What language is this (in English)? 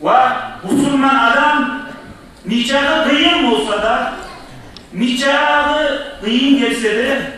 Kumyk